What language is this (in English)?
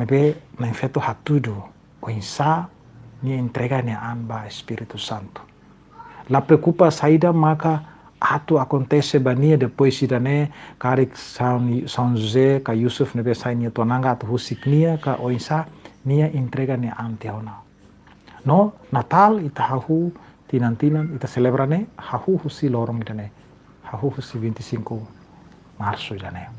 Tetum